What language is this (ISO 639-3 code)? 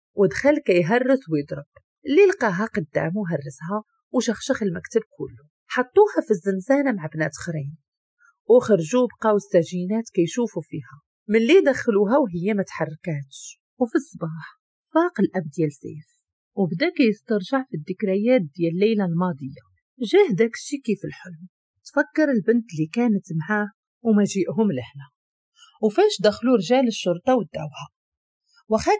ary